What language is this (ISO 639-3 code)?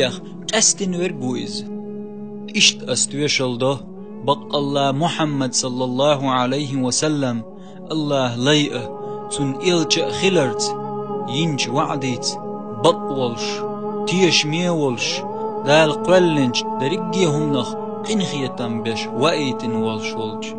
che